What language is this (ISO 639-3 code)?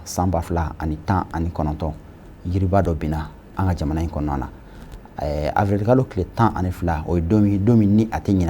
bam